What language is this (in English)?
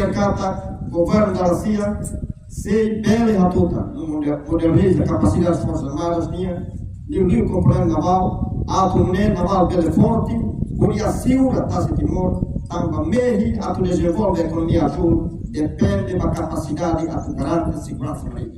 Tetum